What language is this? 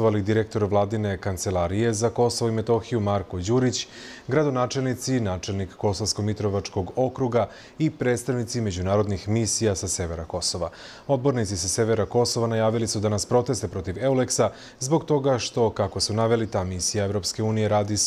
Serbian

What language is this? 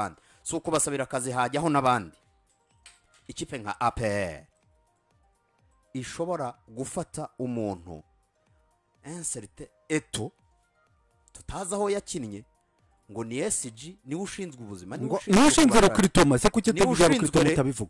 Kinyarwanda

